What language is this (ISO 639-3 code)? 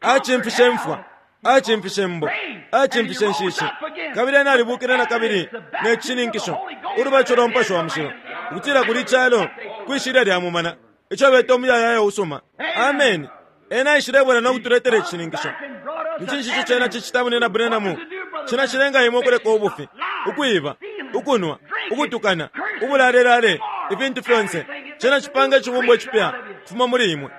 bem